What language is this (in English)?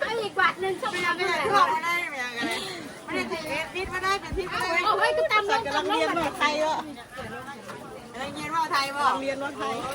Northeastern Thai